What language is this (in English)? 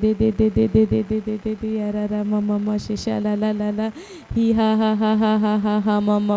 Tem